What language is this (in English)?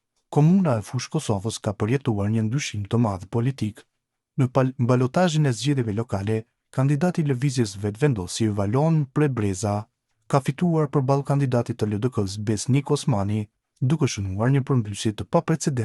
Albanian